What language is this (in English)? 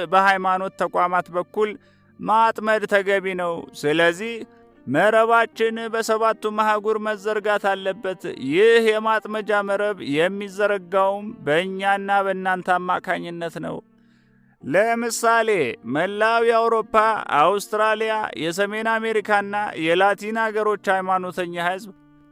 Amharic